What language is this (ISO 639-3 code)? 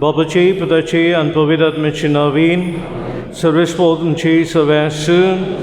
kok